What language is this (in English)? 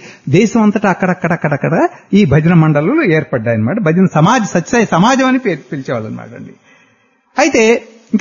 Telugu